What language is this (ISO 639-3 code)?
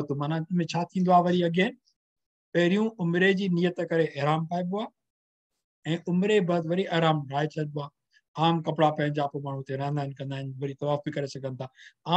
snd